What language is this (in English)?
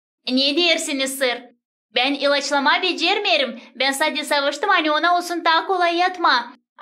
Gagauz